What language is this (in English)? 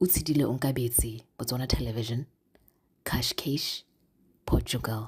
Tswana